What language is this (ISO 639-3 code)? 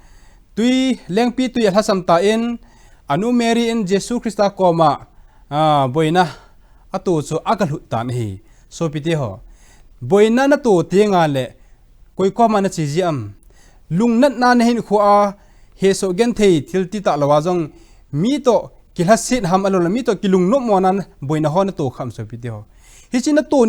tcz